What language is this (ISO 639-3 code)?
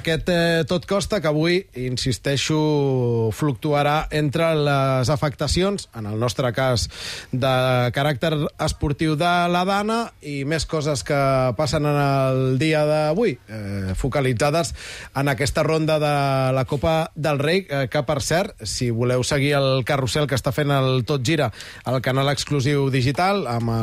cat